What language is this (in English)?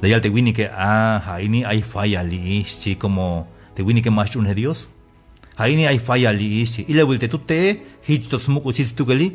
Tzeltal